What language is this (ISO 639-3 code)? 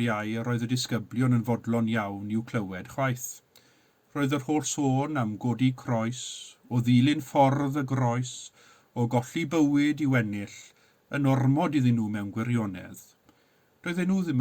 cym